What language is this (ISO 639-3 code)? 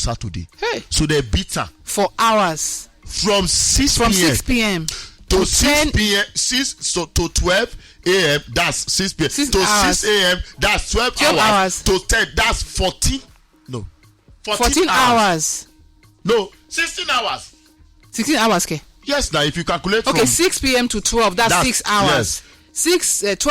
pcm